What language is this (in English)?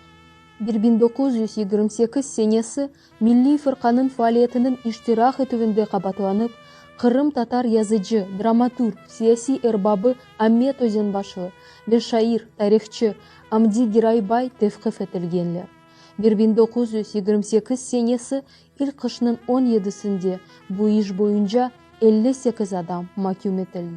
Crimean Tatar